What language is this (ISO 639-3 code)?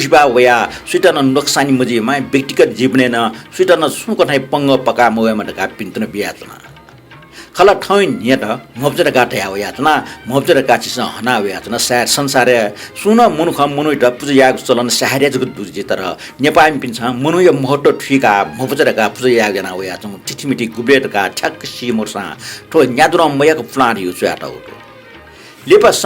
new